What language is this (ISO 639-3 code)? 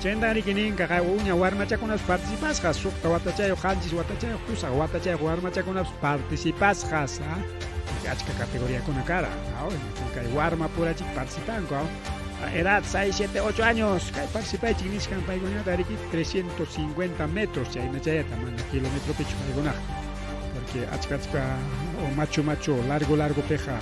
quy